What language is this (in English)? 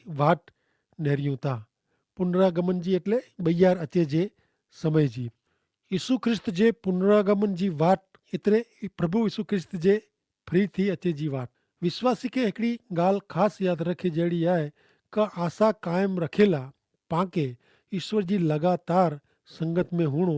Kachhi